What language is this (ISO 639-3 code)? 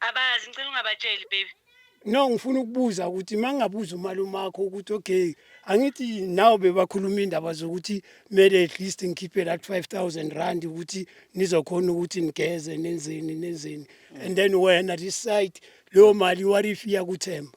zul